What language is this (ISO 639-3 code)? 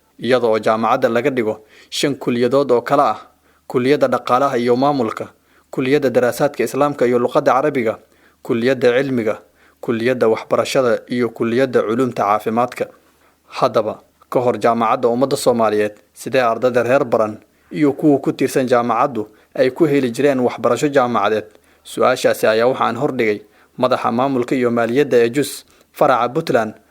som